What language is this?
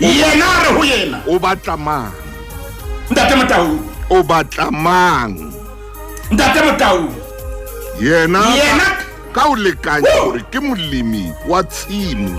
Southern Sotho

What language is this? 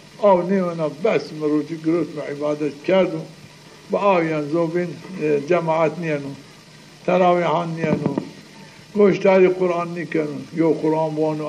Zaza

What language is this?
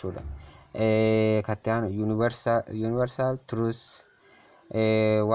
Oromo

